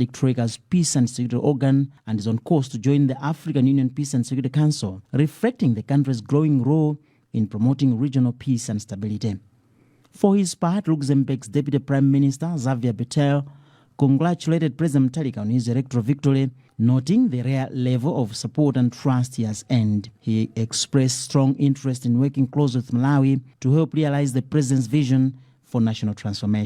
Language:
English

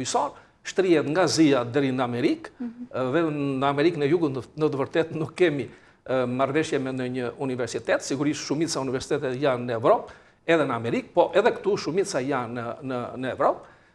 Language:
Albanian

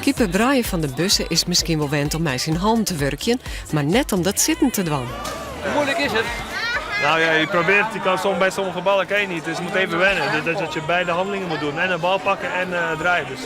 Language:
Western Frisian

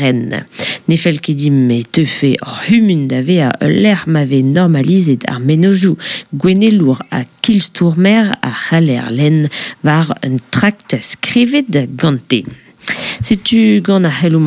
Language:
Breton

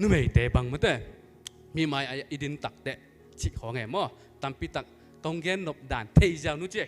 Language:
Tedim Chin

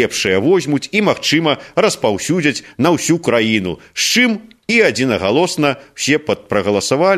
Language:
Belarusian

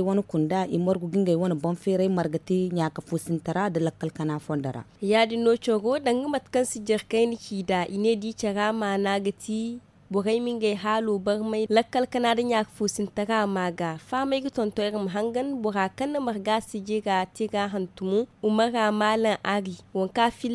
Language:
Zarma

